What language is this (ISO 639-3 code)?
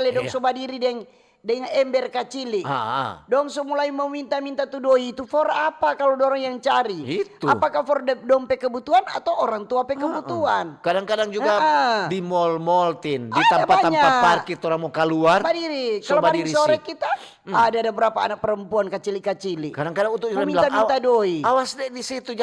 xmm